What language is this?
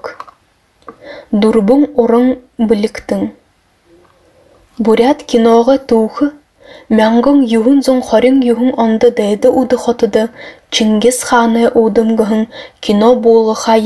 Buriat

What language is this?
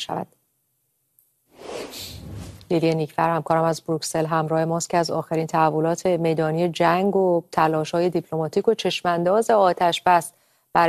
Persian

